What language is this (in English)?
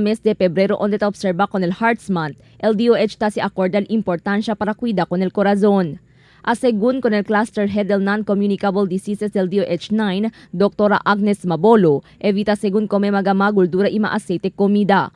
Chavacano